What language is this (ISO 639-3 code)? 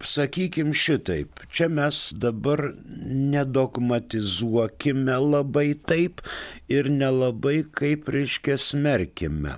lit